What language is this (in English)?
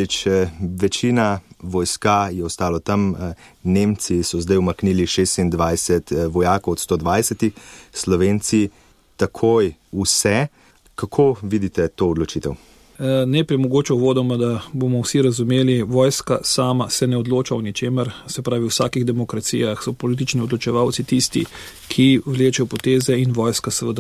Slovenian